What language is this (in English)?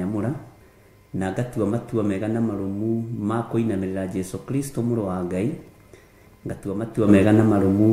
Kikuyu